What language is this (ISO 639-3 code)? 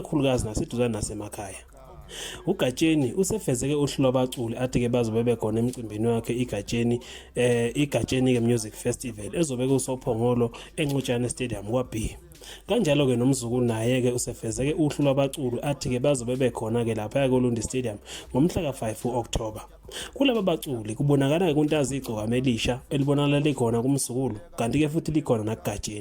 zul